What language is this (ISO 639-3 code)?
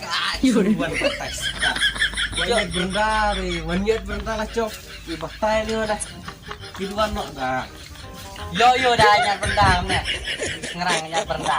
kha